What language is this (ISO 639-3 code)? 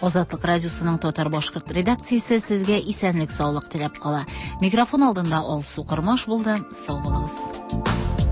tat